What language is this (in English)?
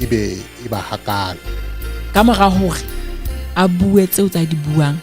Southern Sotho